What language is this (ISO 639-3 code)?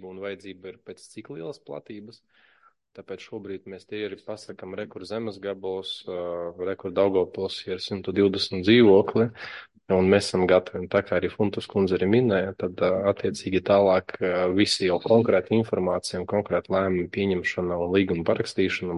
lav